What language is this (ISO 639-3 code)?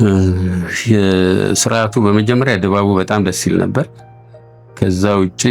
amh